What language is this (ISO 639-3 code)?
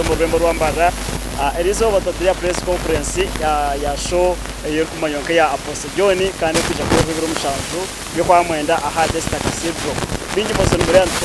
nyn